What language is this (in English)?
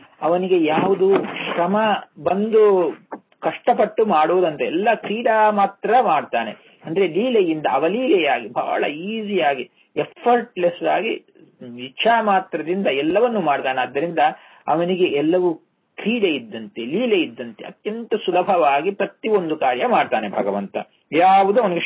Kannada